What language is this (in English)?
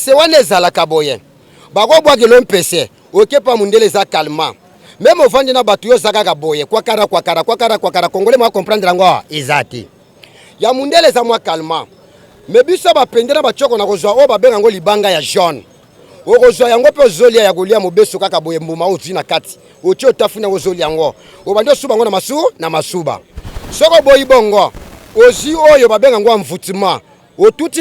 Lingala